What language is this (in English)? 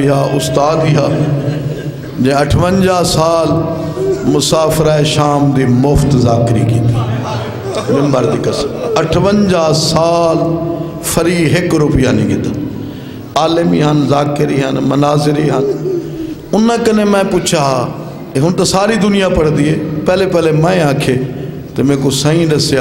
Saraiki